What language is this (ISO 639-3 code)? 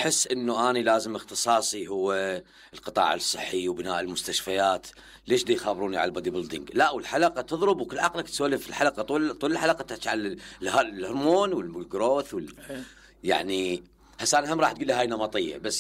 acm